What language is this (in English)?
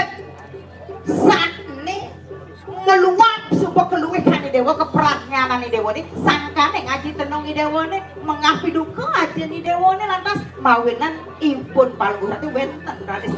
Balinese